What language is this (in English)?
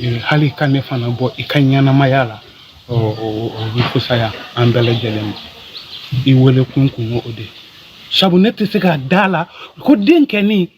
Bambara